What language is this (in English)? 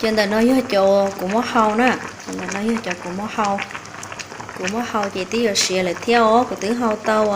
Hmong